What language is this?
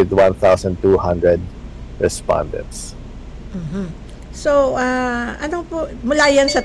Filipino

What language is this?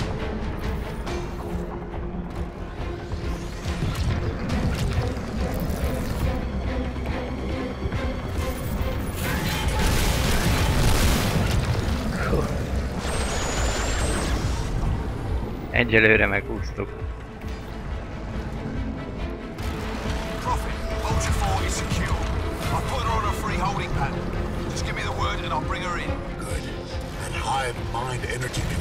Hungarian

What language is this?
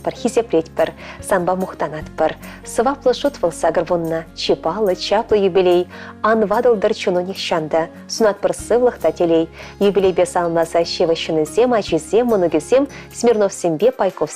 Chuvash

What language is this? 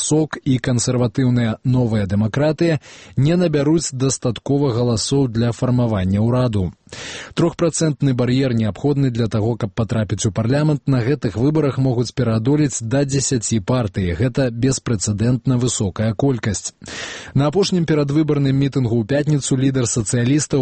Belarusian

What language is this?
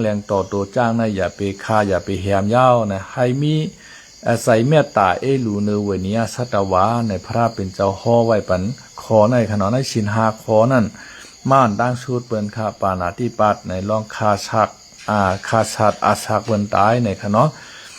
Lao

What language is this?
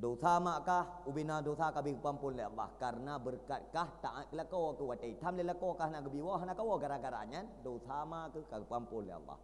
Achinese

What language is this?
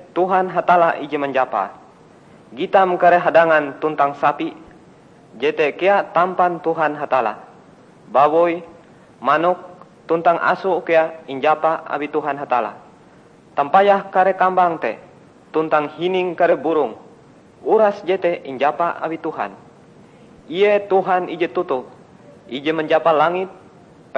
Ngaju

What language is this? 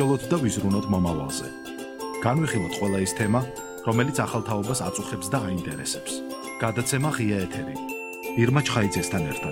Georgian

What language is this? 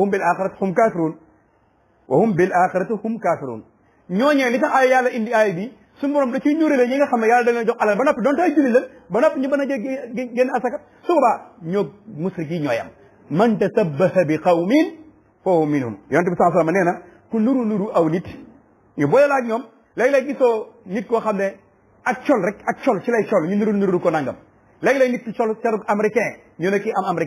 Wolof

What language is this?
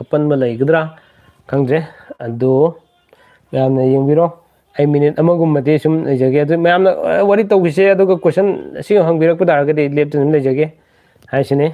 Manipuri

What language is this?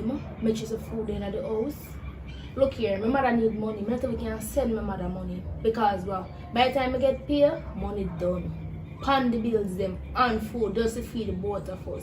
Jamaican Creole English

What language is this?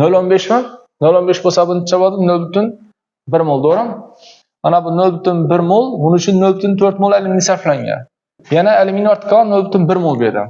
Uzbek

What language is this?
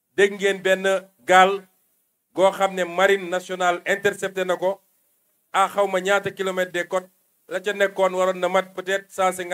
Wolof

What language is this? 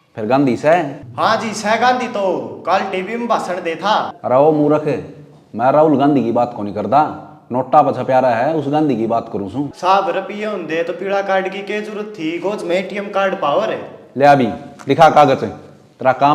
Haryanvi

